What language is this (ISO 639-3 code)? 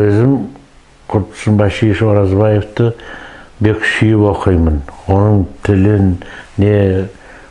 nog